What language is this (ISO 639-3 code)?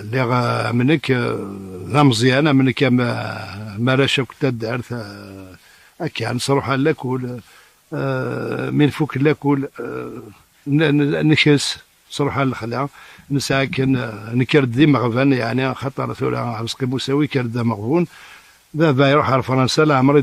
kab